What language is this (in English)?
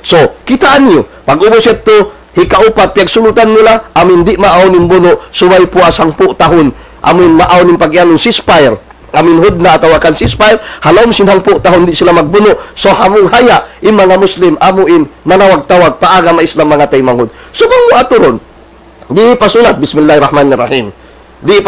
Tausug